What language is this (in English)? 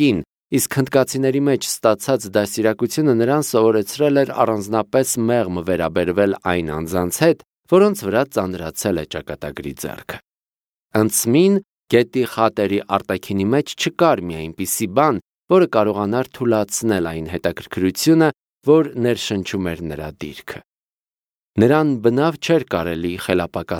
Armenian